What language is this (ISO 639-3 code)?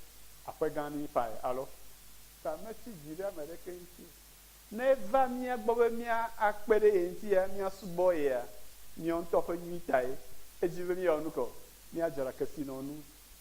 ewe